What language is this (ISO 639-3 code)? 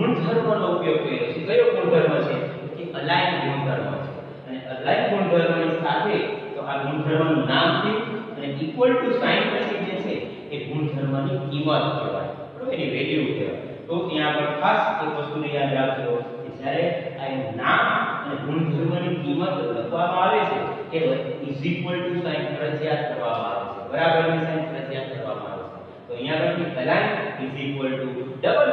guj